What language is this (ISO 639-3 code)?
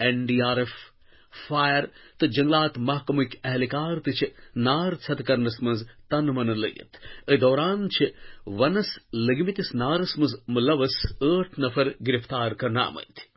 kas